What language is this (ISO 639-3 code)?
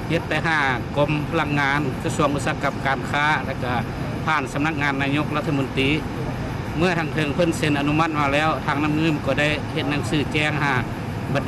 lao